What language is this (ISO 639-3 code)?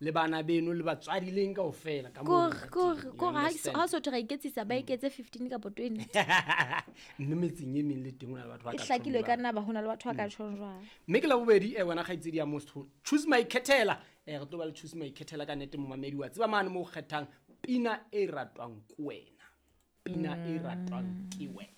sot